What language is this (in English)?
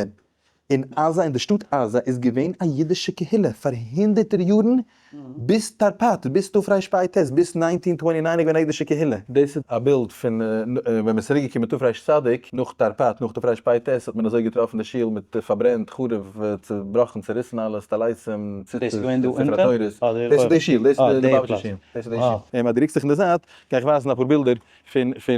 Yiddish